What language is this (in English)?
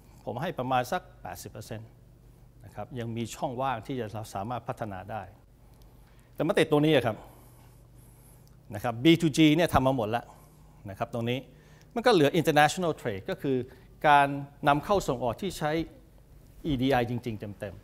Thai